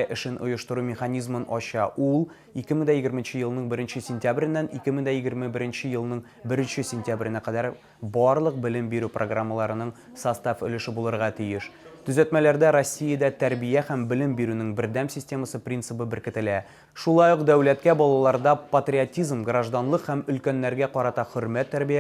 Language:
Tatar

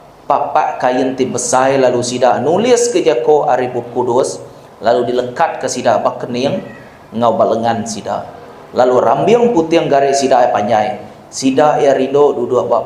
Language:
Iban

